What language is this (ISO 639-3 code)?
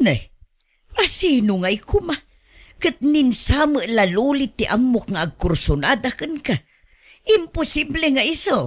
ilo